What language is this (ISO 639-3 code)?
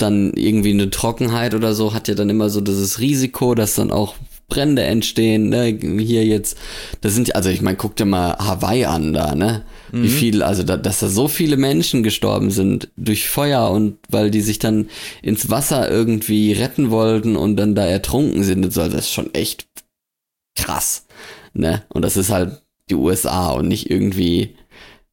deu